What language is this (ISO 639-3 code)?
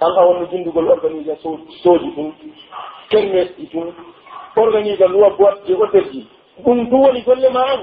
fuf